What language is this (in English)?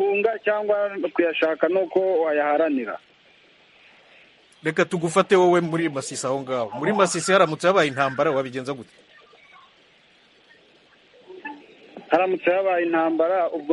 Kinyarwanda